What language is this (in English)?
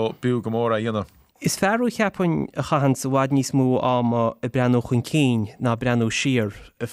Irish